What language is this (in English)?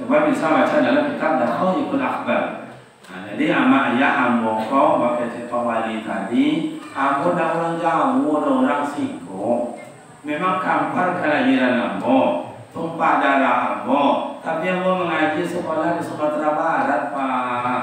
Minangkabau